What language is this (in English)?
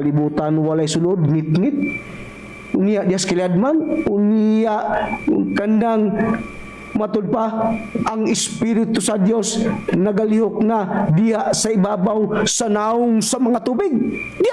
Cebuano